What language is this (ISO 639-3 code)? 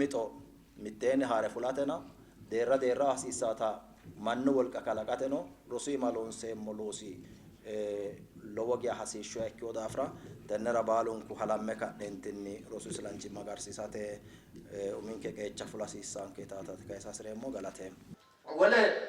sid